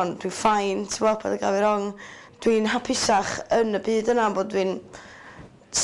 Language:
Welsh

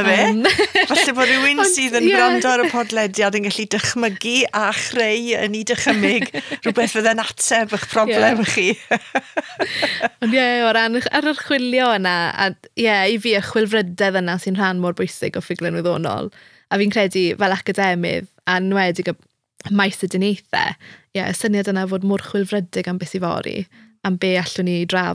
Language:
Welsh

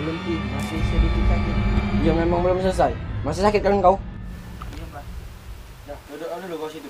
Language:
Musi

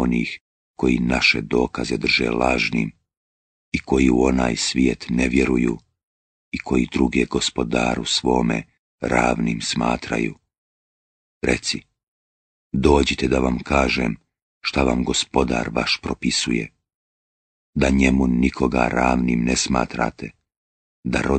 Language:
Bosnian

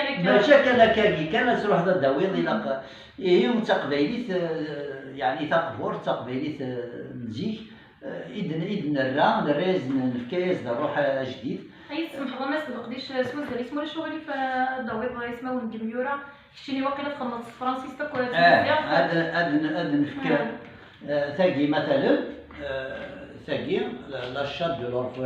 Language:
Kabyle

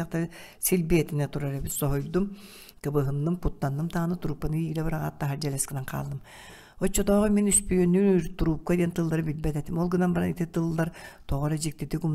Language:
Yakut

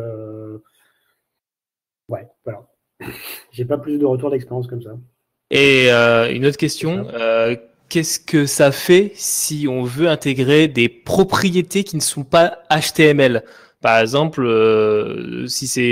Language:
French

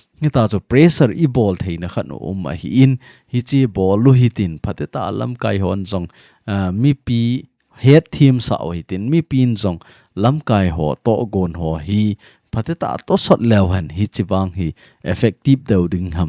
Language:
Thado Chin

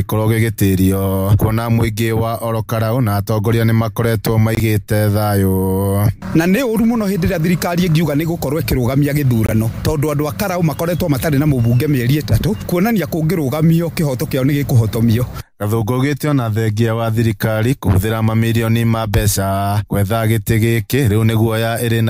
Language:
Kikuyu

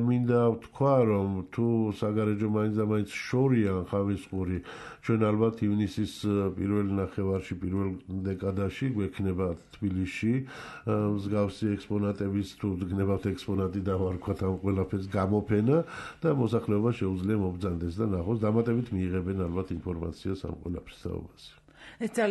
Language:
Georgian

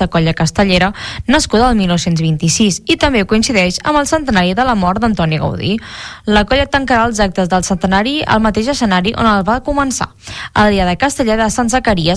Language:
Catalan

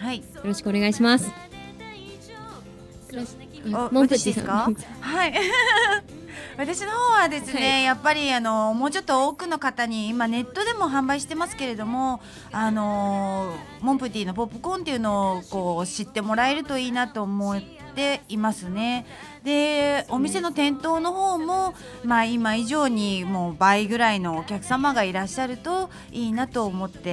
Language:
Japanese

